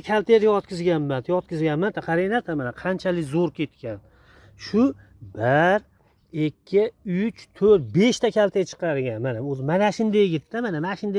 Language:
Uzbek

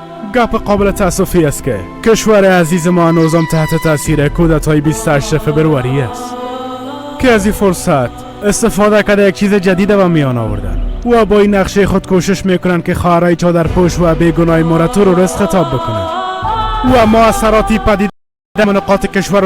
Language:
Persian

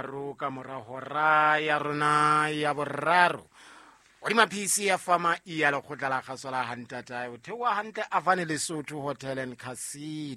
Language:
Southern Sotho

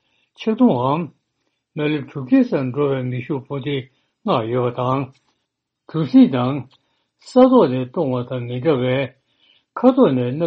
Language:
Tibetan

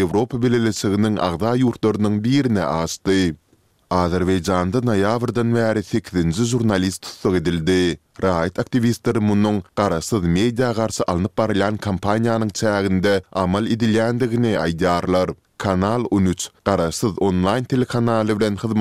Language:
Turkmen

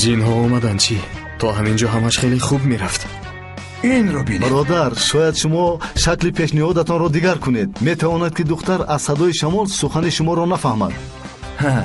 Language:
Tajik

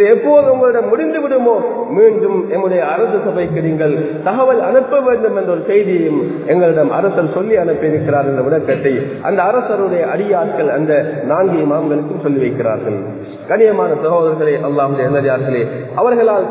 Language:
Tamil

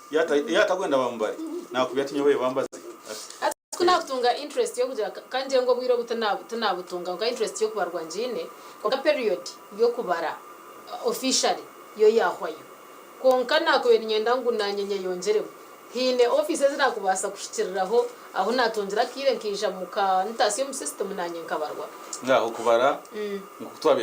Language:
Nyankole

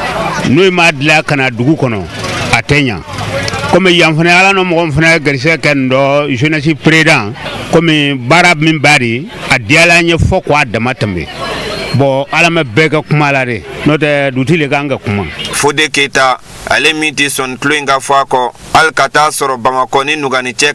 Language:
Bambara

